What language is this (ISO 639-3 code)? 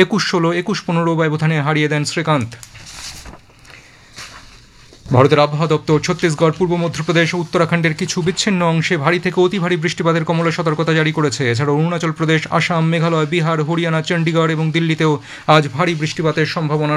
ben